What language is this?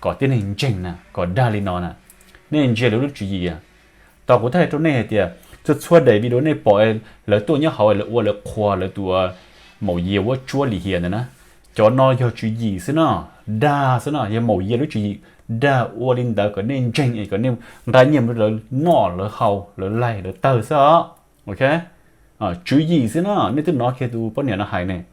Hmong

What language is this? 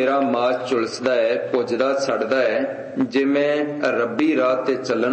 Punjabi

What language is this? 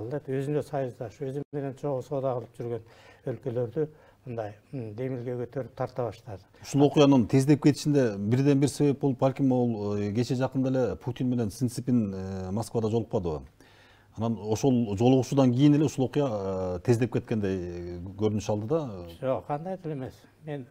Kyrgyz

